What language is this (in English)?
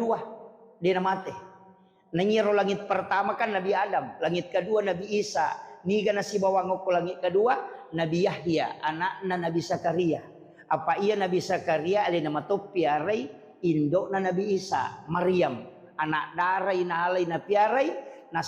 Buginese